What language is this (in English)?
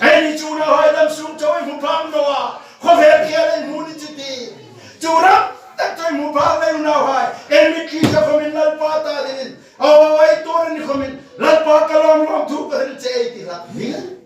Hmar